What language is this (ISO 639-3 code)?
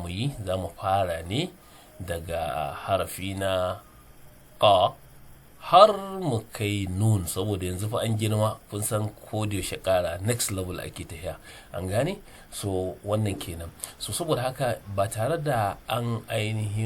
hau